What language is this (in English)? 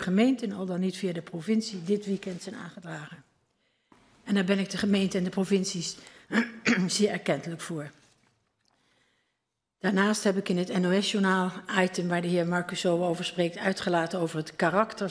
Dutch